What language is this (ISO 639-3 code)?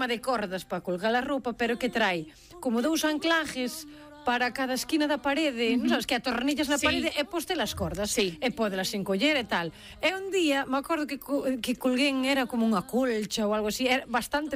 glg